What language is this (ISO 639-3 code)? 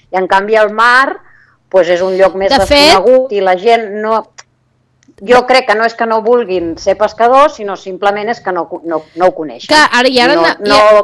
cat